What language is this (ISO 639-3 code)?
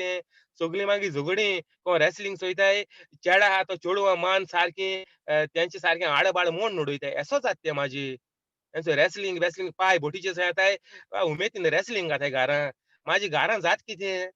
kok